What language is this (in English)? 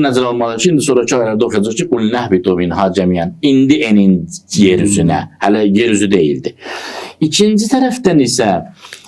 Azerbaijani